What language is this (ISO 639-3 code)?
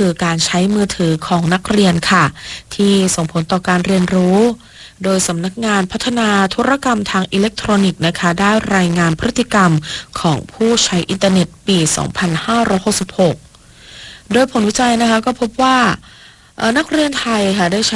tha